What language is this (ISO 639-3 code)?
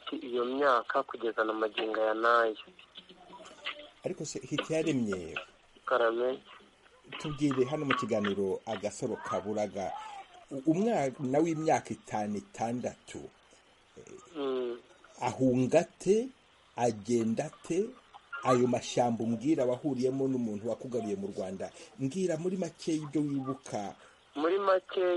kin